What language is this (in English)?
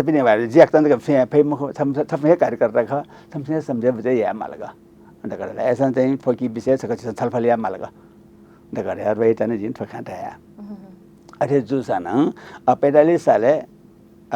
Newari